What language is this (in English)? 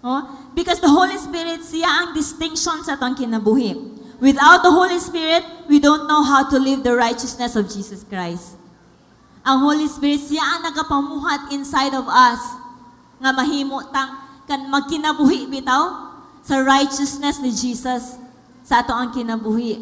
Cebuano